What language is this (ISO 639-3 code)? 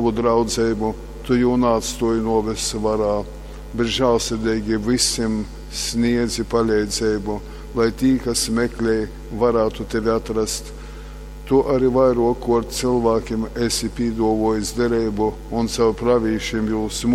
ltg